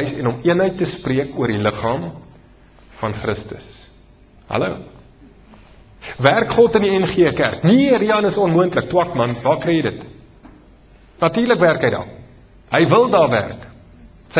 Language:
Afrikaans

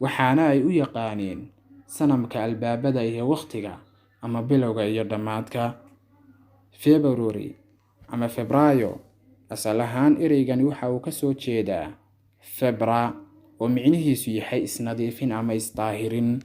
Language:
Somali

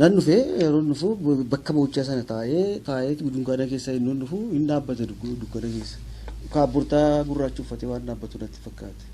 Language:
Oromo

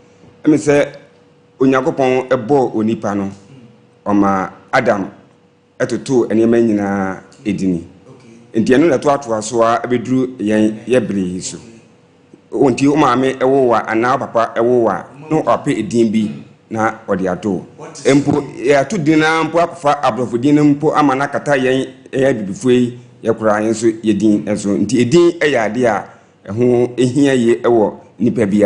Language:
Akan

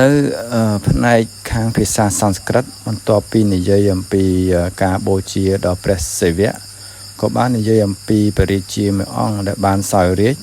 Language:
Khmer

